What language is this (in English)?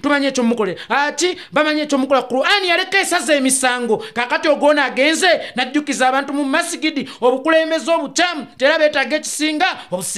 Ganda